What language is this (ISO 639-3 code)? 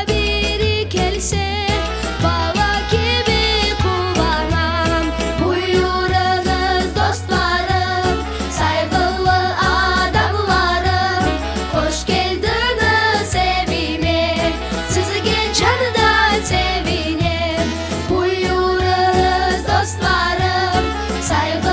crh